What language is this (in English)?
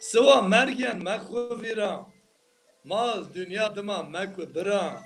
Zaza